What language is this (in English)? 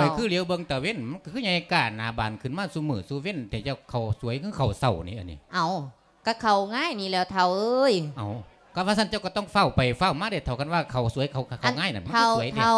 Lao